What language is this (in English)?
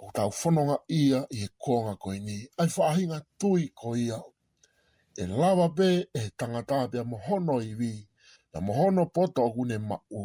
Tongan